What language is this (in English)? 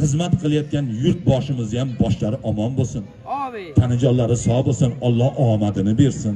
Uzbek